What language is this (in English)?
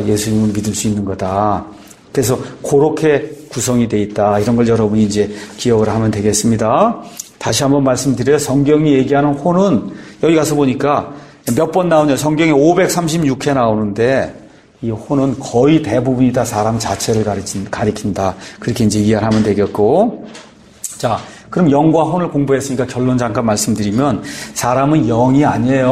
Korean